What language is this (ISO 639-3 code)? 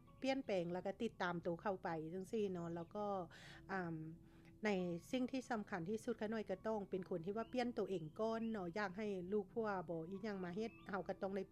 lao